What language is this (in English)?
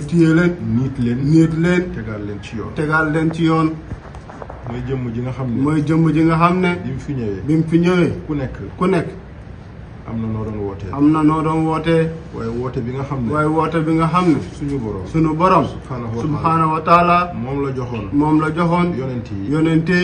Wolof